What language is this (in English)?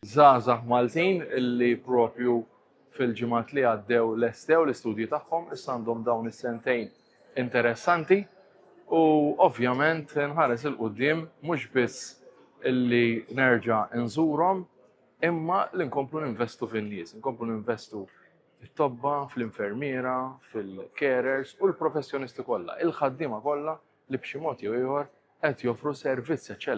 Maltese